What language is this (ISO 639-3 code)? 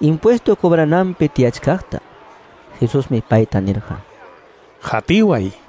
que